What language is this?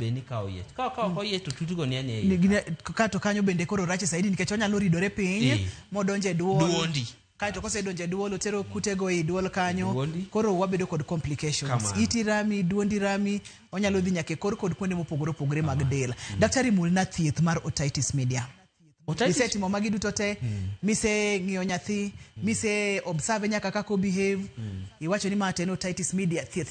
Luo (Kenya and Tanzania)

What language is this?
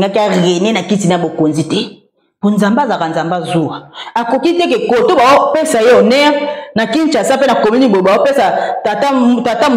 Lingala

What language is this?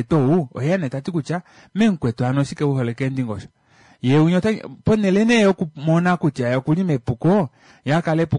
Kuanyama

